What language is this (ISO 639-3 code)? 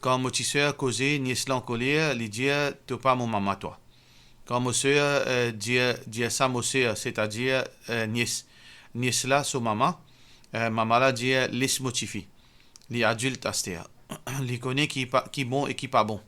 mfe